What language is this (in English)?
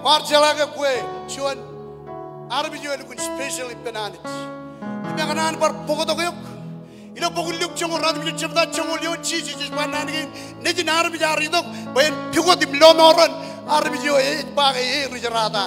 Marshallese